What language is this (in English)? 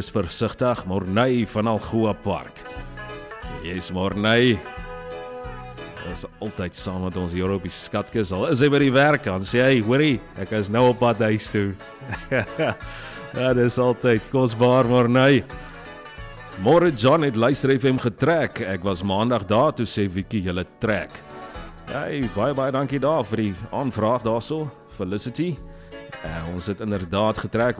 Afrikaans